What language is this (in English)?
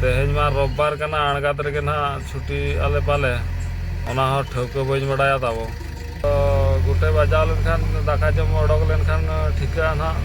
Santali